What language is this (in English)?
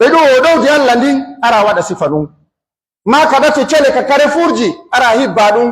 Pular